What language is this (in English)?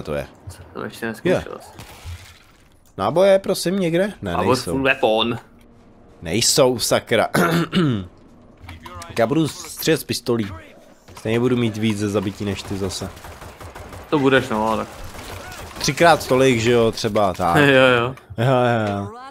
Czech